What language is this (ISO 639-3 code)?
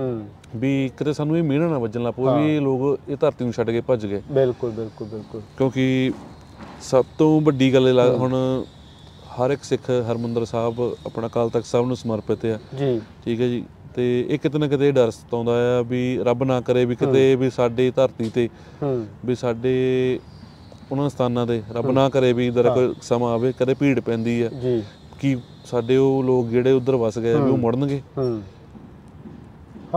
pan